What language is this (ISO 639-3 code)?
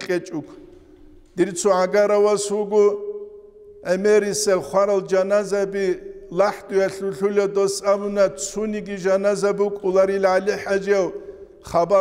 ava